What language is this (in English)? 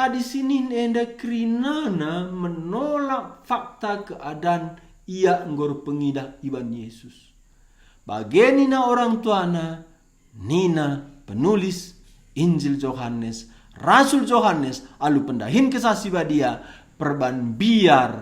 Batak Karo